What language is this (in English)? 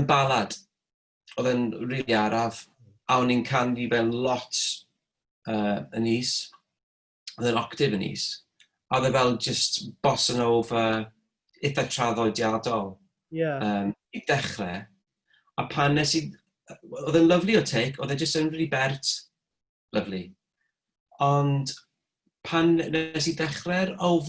Welsh